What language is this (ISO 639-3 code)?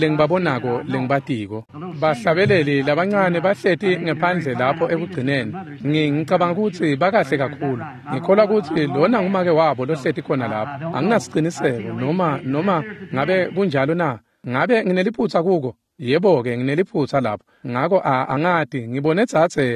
ssw